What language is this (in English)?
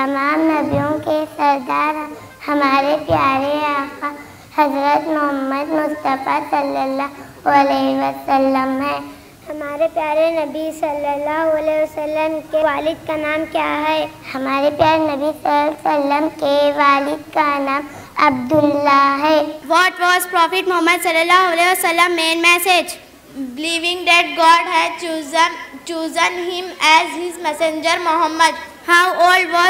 Urdu